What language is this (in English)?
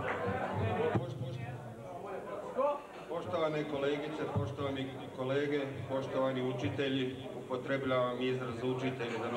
Croatian